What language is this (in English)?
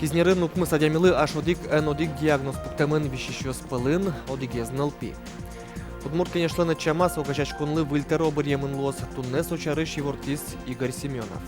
Udmurt